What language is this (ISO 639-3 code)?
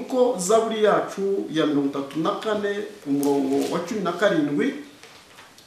kin